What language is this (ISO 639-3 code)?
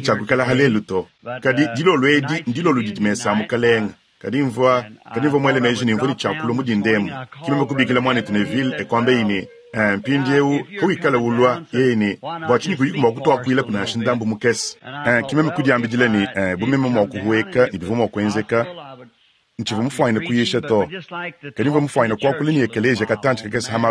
lua